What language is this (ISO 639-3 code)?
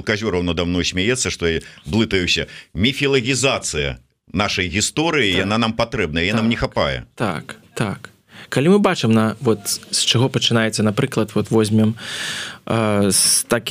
bel